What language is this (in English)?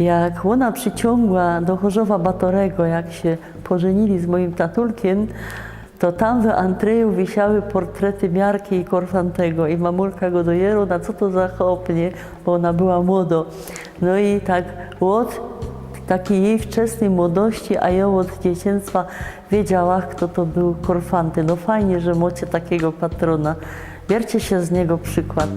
Silesian